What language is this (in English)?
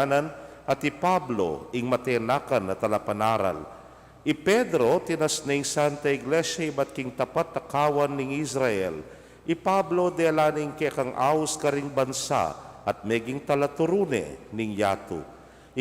Pampanga